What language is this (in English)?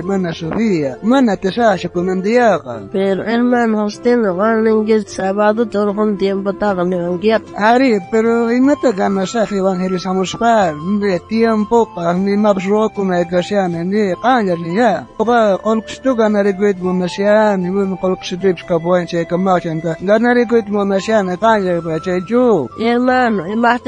South Bolivian Quechua